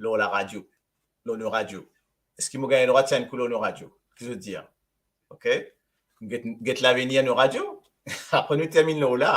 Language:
Morisyen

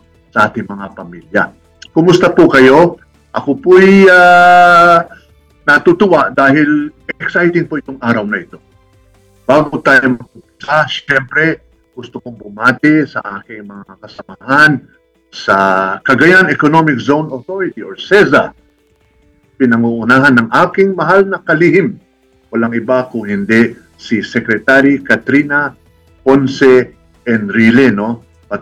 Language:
Filipino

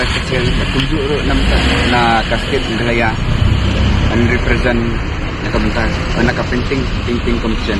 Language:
Khasi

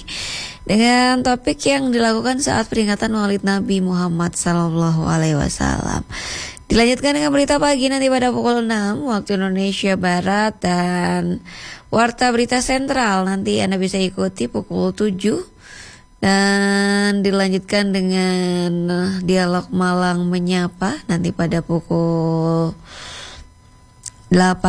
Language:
Indonesian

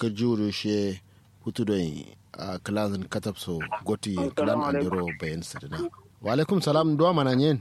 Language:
Kanuri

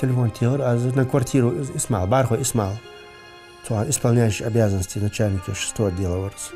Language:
Ingush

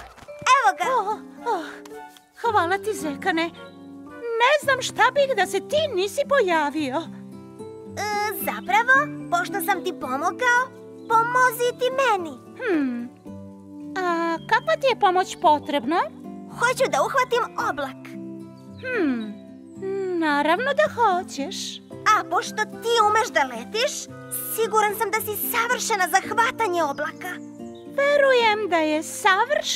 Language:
Serbian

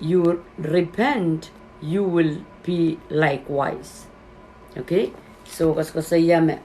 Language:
Pohnpeian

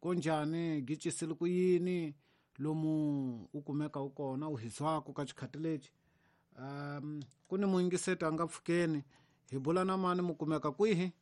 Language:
Tsonga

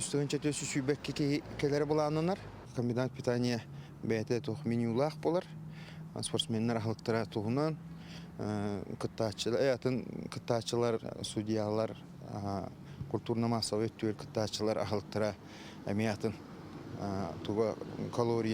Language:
Yakut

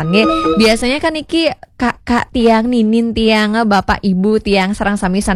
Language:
Balinese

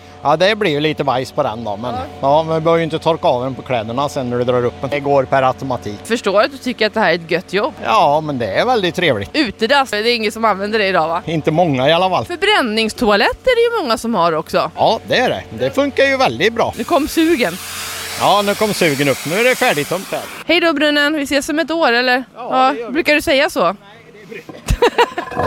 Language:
Swedish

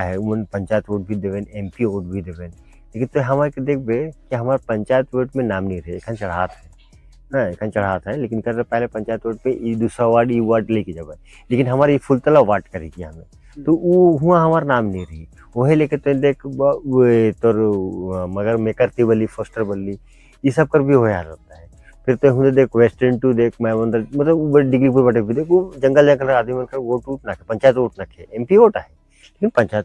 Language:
Sadri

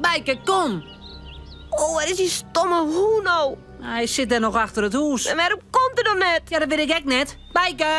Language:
Western Frisian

